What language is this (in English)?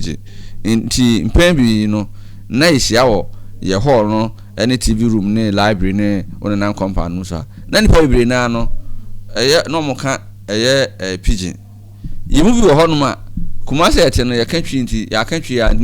Akan